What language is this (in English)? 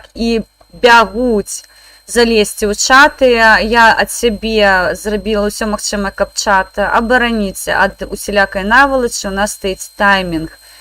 Belarusian